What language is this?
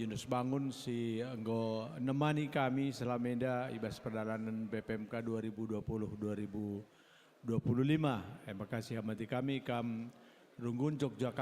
Batak Karo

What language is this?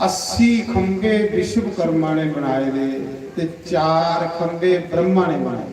Dogri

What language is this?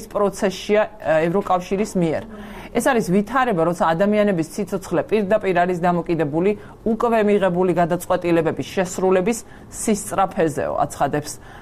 Georgian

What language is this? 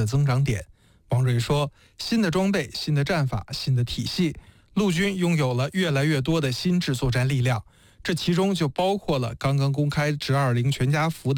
Chinese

